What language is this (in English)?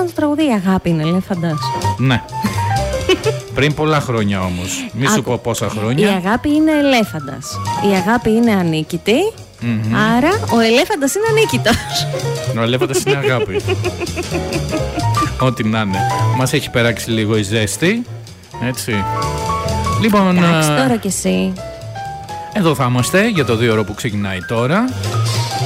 Greek